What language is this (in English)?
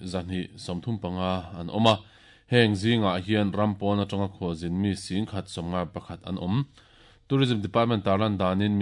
Mizo